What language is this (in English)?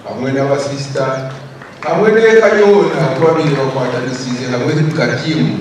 Nyankole